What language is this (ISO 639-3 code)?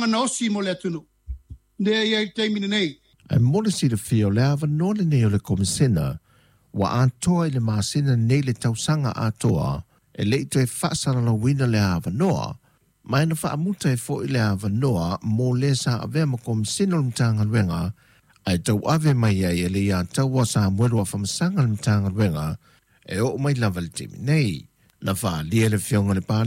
smo